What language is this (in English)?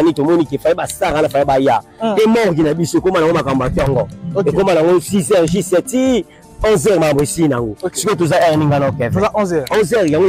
French